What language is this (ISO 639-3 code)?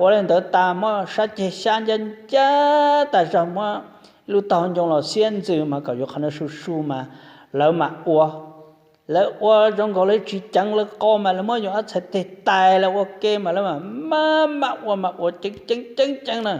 hmn